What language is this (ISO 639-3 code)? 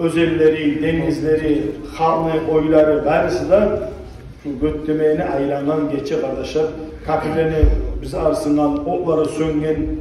kum